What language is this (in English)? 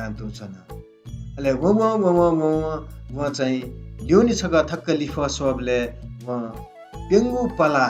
Newari